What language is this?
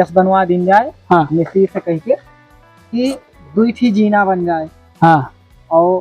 Awadhi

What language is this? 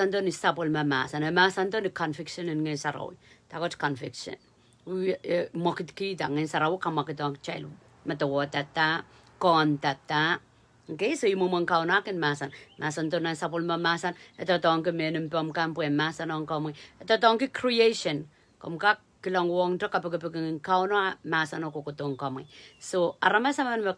Pohnpeian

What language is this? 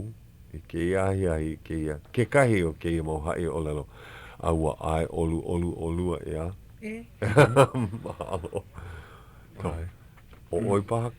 Hawaiian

